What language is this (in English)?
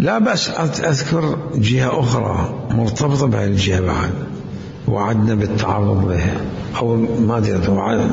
Mesopotamian Arabic